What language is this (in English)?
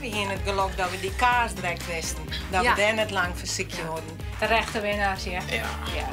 Western Frisian